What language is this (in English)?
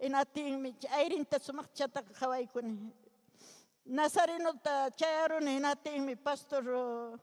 Ayacucho Quechua